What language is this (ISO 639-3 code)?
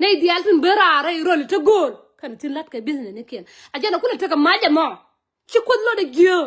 nus